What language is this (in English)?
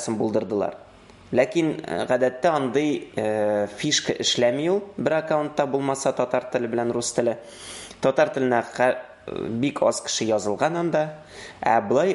Tatar